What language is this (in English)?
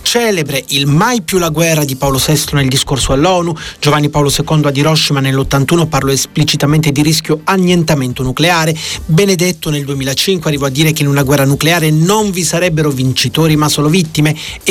Italian